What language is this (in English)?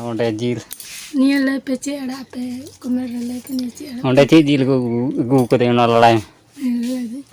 Santali